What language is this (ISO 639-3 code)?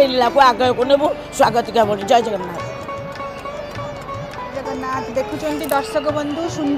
ori